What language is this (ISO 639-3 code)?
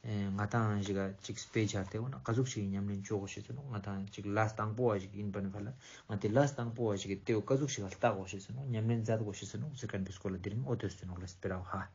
lbj